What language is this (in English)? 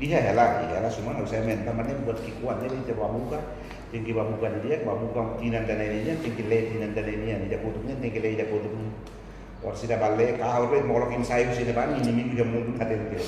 Tetum